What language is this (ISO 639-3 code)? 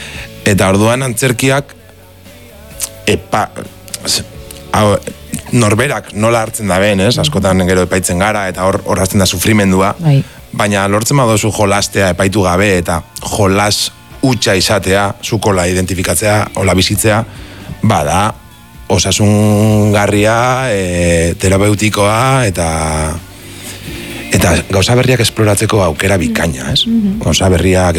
eus